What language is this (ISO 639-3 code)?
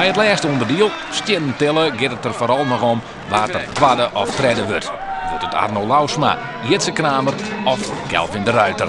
fry